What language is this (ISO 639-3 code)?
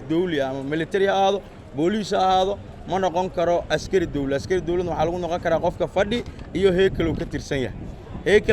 som